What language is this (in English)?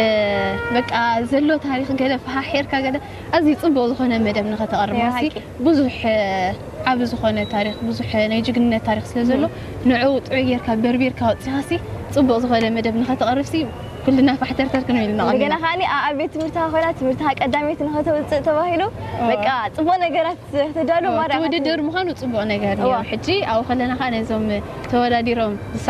Tigrinya